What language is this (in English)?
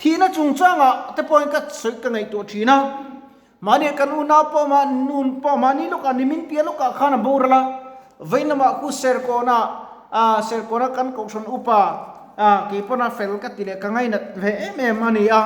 Mizo